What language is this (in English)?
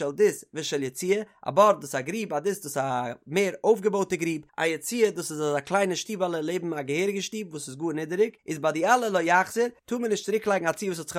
Yiddish